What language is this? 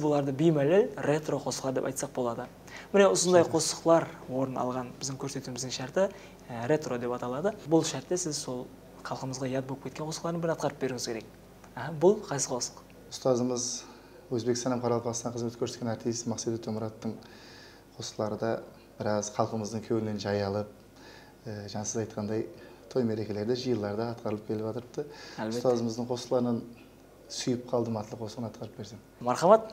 Kara-Kalpak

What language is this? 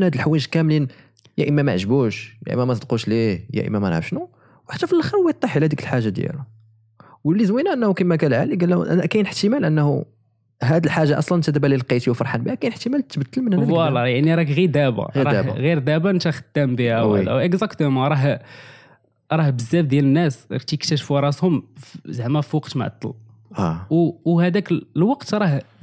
Moroccan Arabic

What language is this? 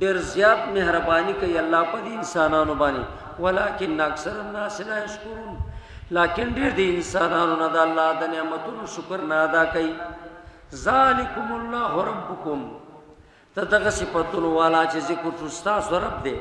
Pashto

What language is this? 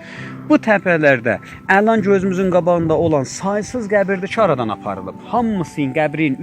South Azerbaijani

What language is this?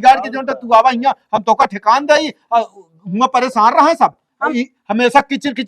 Awadhi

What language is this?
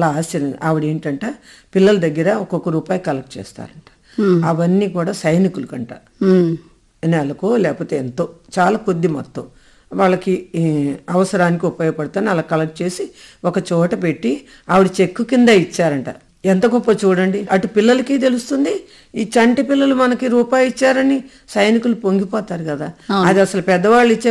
Telugu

